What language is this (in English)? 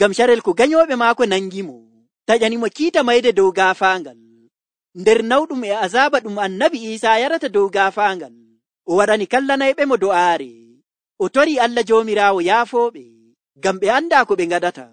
Nigerian Fulfulde